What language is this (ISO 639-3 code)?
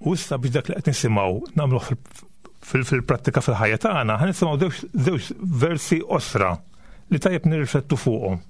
mlt